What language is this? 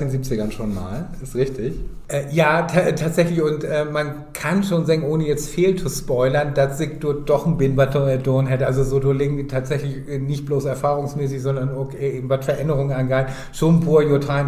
Low German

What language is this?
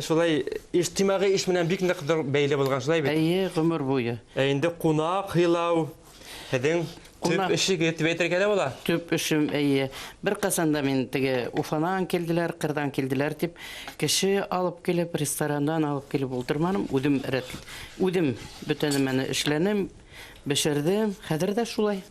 Bashkir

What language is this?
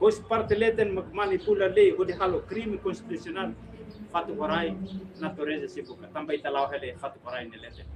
Tetum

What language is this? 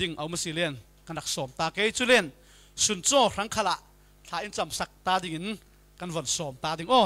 Falam Chin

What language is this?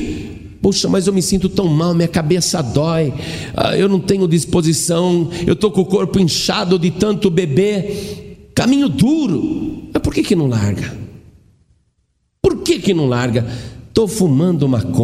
Portuguese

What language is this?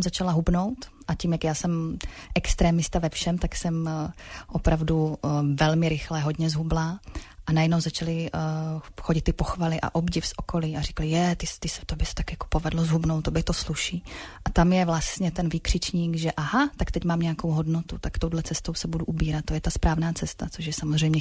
Czech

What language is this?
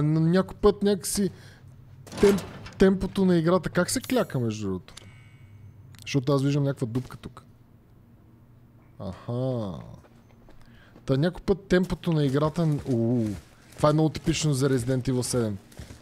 Bulgarian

